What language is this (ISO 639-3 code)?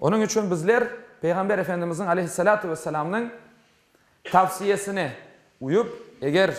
crh